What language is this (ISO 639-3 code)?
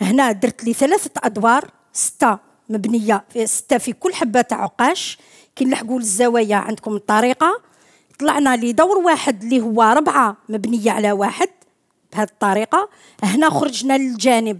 arq